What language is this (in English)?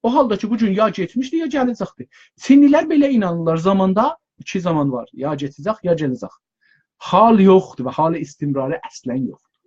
South Azerbaijani